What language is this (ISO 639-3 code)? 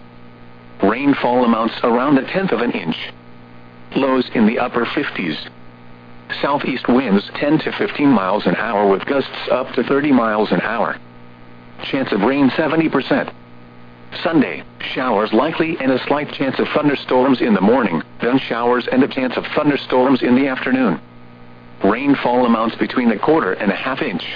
eng